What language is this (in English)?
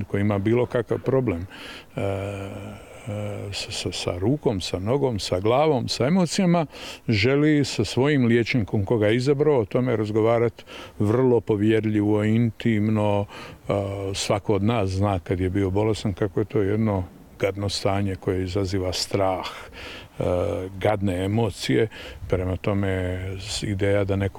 Croatian